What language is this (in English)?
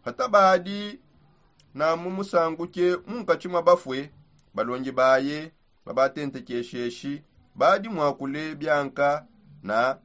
Songe